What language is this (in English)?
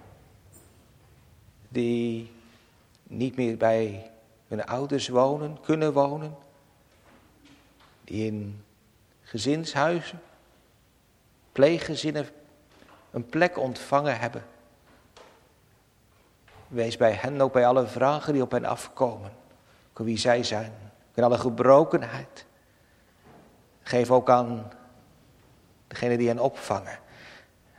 Dutch